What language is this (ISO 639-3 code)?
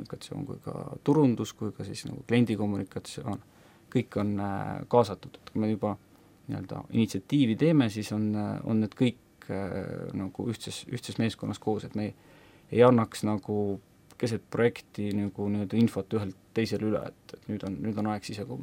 est